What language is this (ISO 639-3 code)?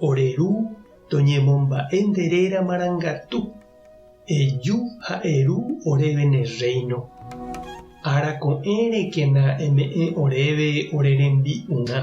grn